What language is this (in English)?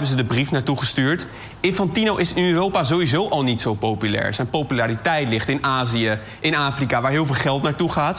Dutch